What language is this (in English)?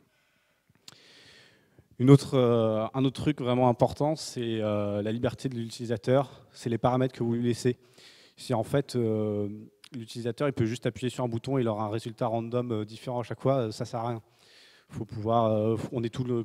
French